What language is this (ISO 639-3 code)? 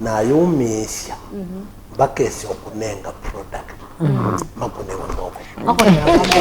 kam